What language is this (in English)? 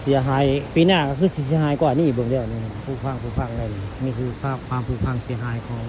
Northeastern Thai